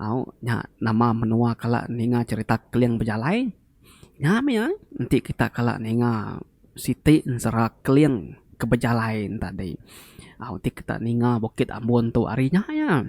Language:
Iban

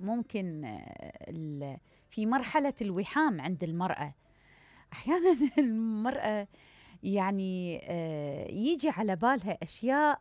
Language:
Mesopotamian Arabic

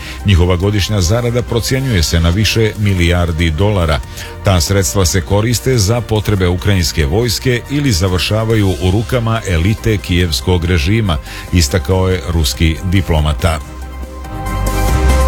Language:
Serbian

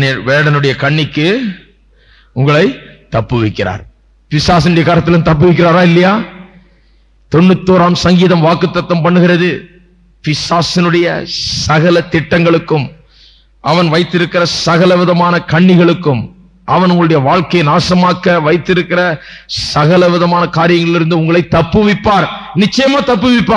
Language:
Tamil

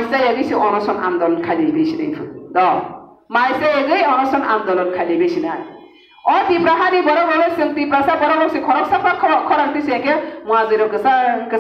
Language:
Kok Borok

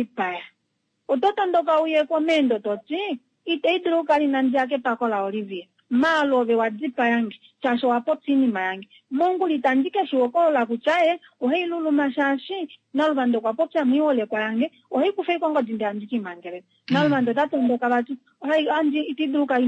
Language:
Kuanyama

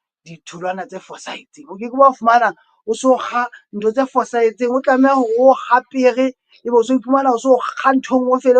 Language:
Southern Sotho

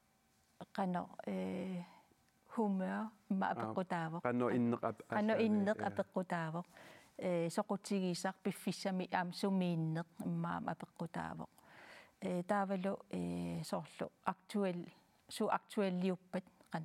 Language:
Kalaallisut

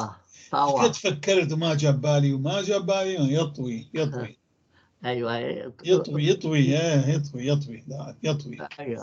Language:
North Levantine Arabic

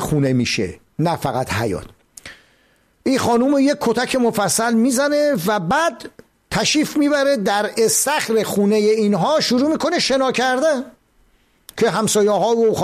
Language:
Persian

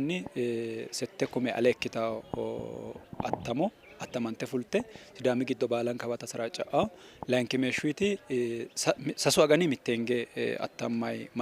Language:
Sidamo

